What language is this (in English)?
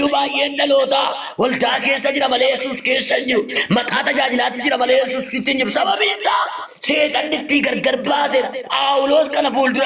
Oromo